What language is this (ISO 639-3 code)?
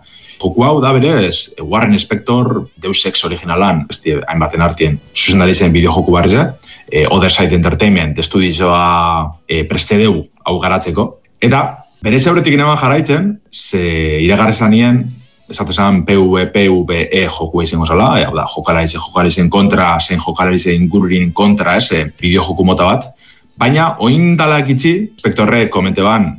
eus